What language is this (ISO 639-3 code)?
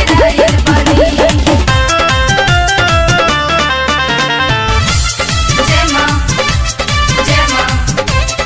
bho